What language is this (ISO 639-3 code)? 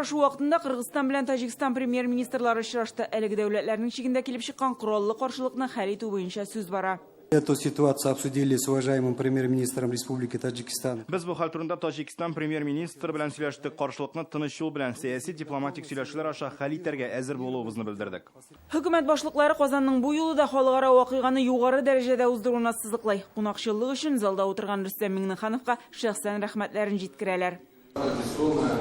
tat